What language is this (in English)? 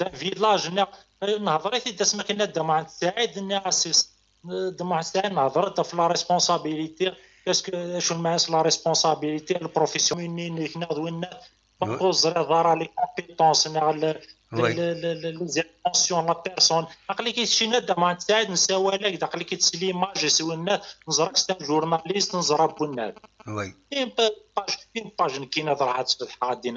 Kabyle